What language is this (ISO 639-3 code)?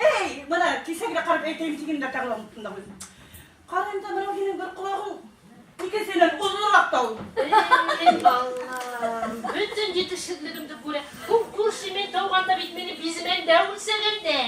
bak